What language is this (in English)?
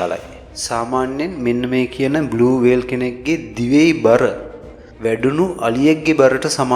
Sinhala